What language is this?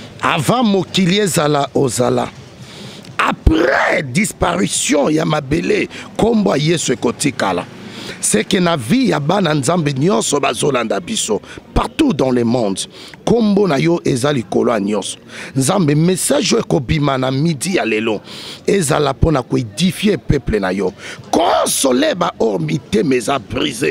Lingala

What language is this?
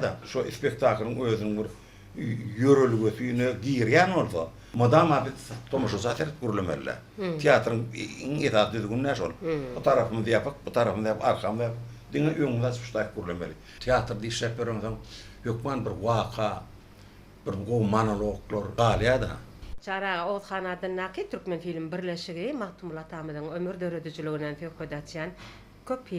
Turkmen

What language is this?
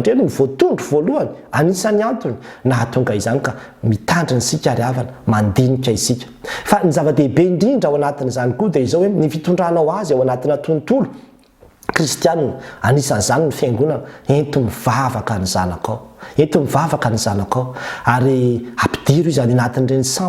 Malagasy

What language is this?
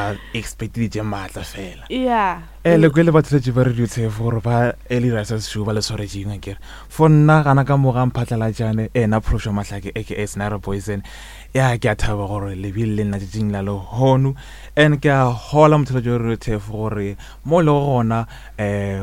Northern Sotho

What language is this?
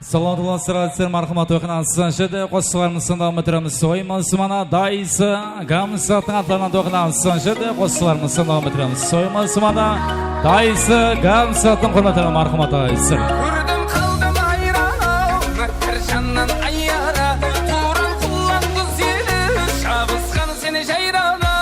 Kara-Kalpak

